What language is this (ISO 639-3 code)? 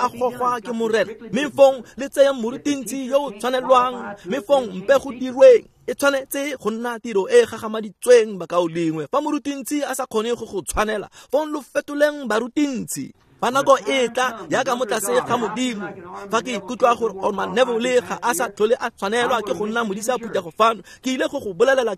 tsn